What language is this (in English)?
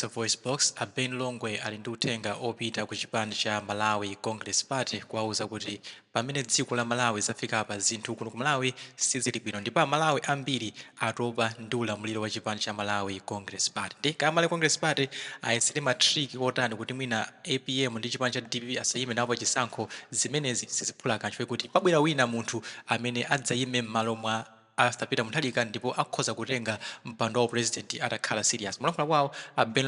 Nyanja